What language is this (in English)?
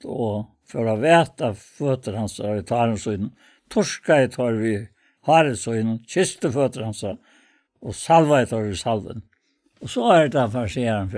Faroese